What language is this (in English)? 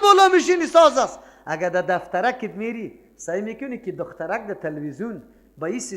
Persian